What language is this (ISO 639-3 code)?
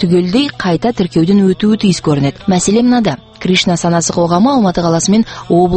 kaz